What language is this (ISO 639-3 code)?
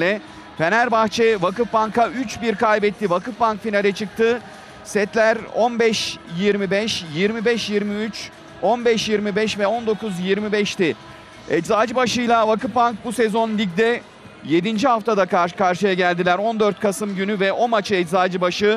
tur